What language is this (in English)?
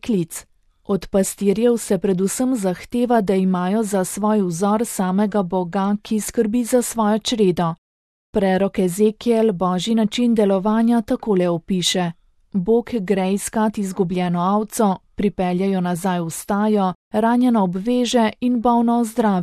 Slovenian